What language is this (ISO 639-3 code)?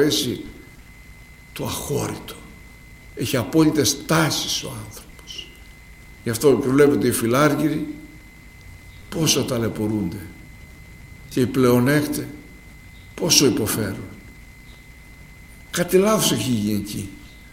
ell